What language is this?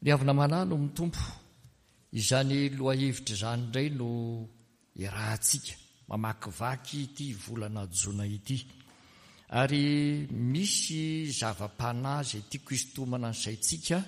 Malagasy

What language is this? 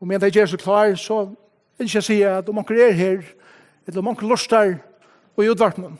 Faroese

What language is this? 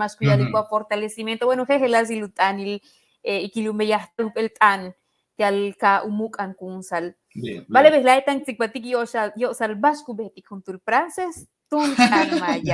Yucateco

